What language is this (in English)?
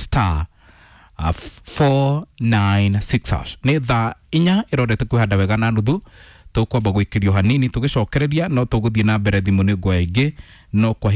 Kikuyu